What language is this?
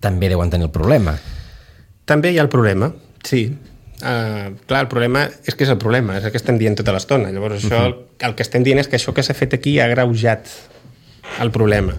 Catalan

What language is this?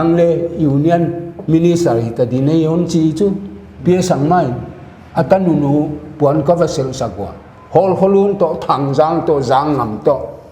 Paite Chin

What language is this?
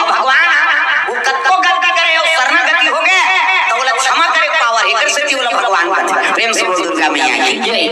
Chhattisgarhi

